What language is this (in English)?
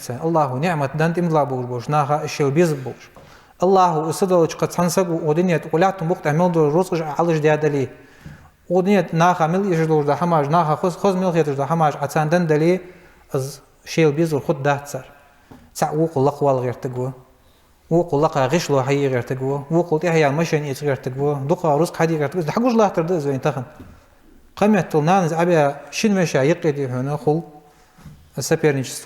Ingush